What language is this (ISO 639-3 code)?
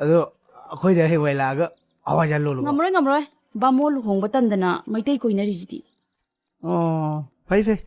mni